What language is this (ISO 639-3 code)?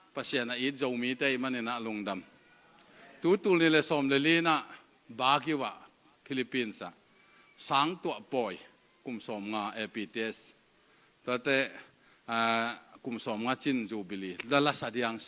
ctd